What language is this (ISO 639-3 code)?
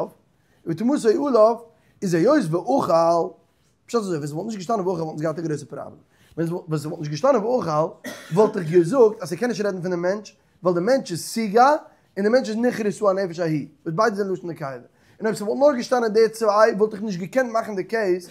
yid